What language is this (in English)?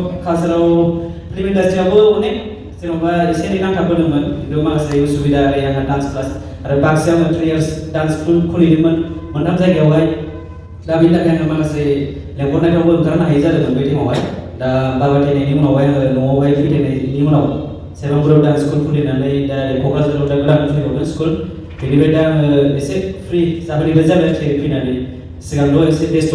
Bodo